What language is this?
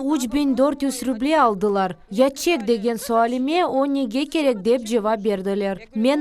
Crimean Tatar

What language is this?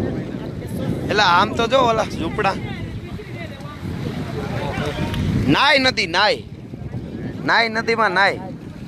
Gujarati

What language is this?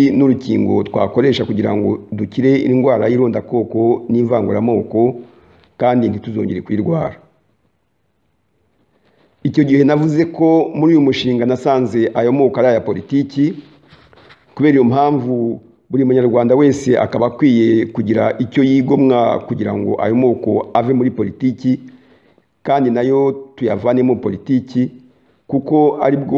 Kinyarwanda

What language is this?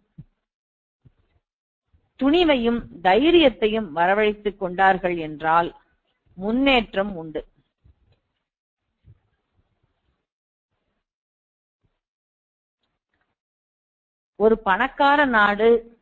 Tamil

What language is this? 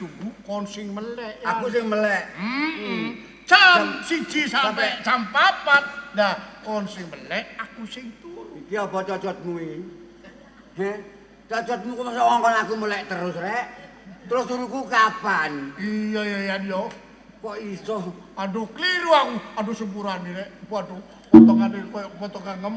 Javanese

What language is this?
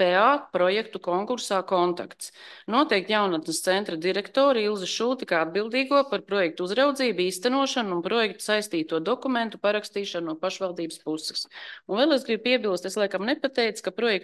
Latvian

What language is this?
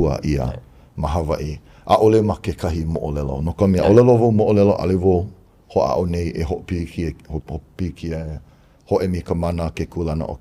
Hawaiian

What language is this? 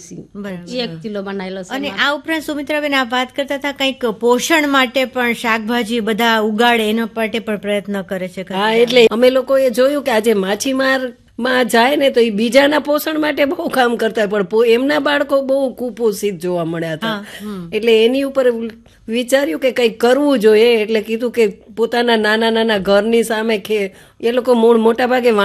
Gujarati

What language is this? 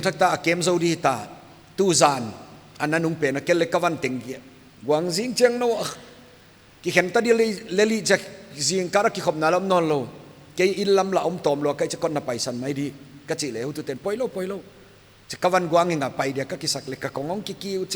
Paite Chin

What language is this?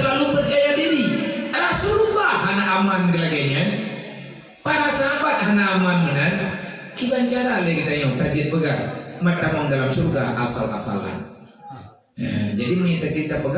Achinese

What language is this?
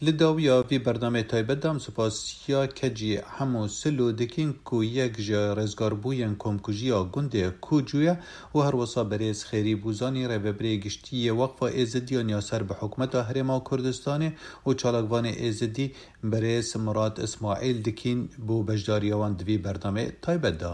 Kurdish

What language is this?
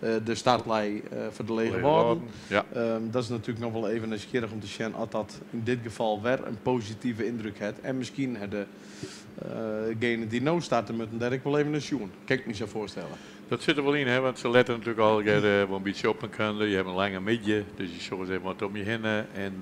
Western Frisian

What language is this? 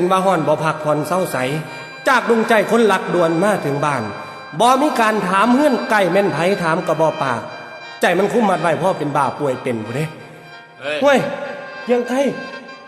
Northeastern Thai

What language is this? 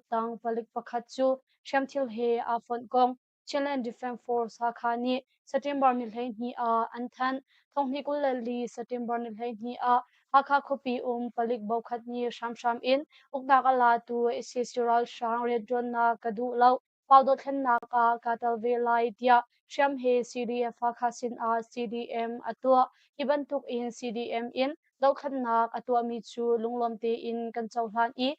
Hakha Chin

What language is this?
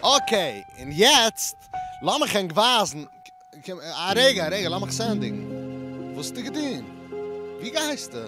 Yiddish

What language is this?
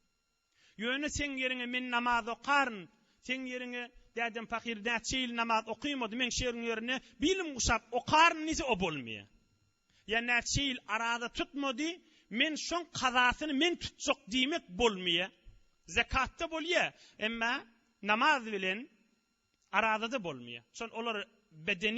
Turkmen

